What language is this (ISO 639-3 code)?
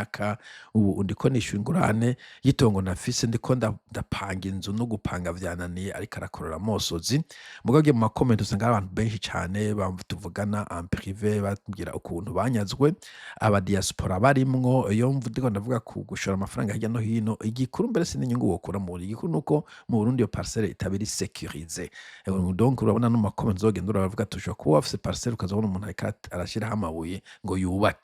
run